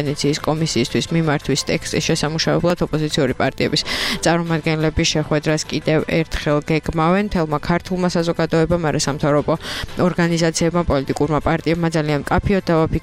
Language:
Georgian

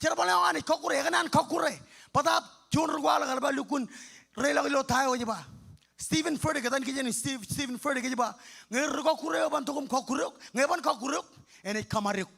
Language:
Marshallese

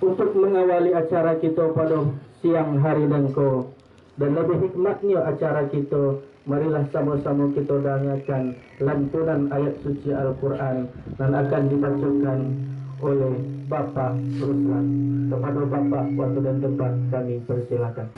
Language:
Minangkabau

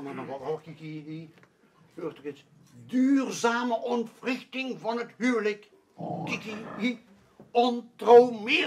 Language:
Limburgish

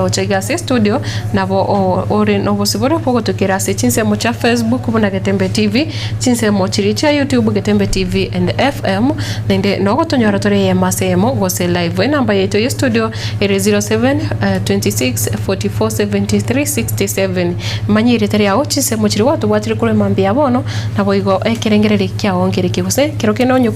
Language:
Gusii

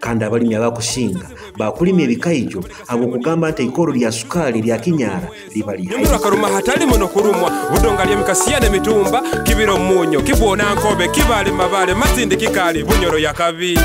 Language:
Nyoro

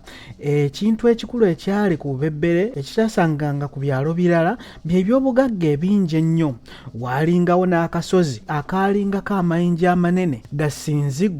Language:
Ganda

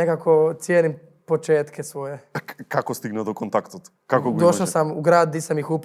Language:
Macedonian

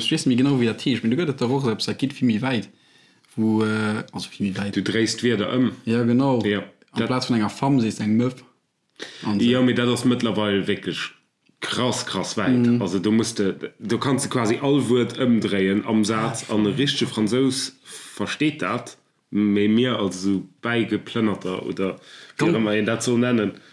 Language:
Luxembourgish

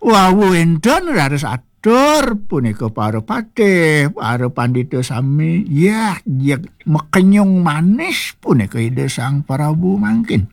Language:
Balinese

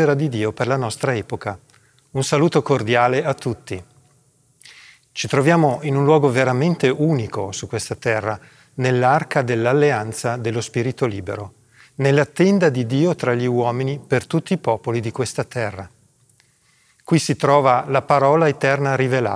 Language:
Italian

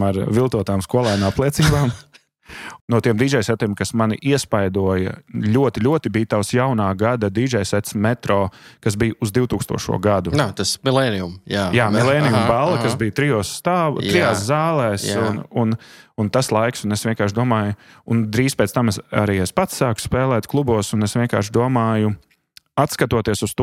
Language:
Latvian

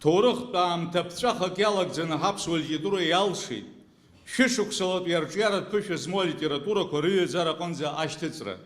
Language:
Abkhazian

